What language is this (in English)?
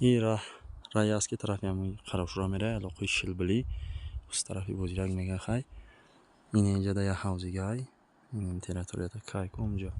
Tajik